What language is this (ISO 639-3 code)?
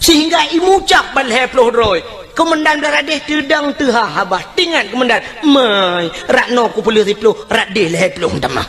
ace